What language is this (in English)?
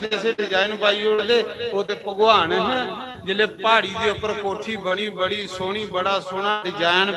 Dogri